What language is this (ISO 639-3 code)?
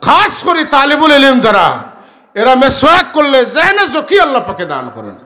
syl